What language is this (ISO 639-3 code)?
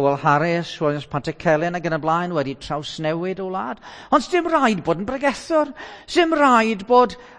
cym